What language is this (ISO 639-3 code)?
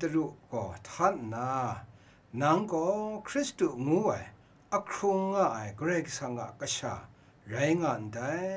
kac